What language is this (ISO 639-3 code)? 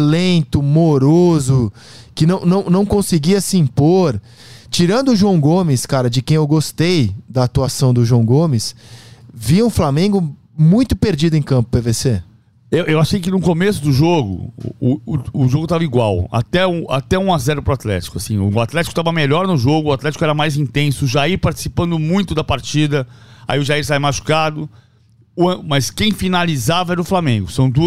por